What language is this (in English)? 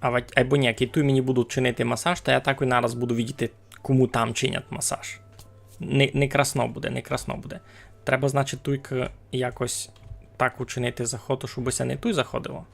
Rusyn